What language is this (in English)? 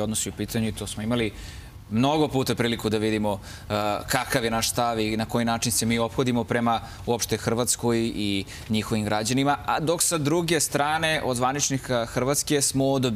Serbian